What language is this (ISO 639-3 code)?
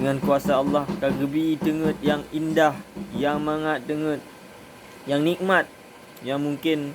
ace